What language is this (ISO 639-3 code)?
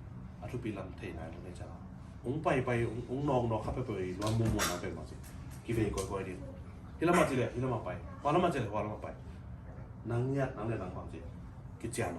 ctd